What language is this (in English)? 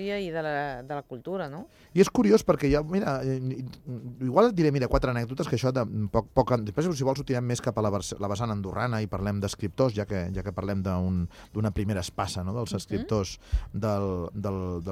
Catalan